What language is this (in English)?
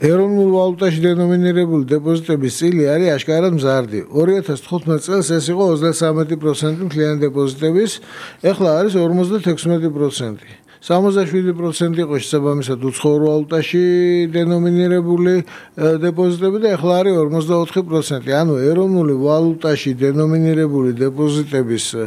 Georgian